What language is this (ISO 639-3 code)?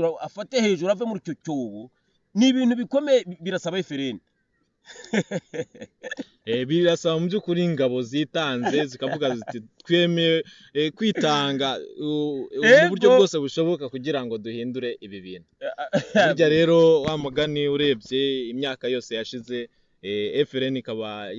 kin